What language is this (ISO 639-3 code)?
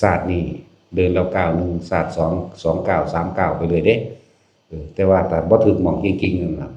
tts